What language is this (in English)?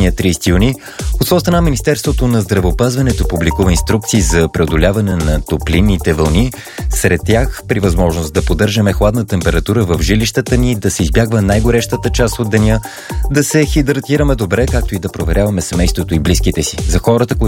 Bulgarian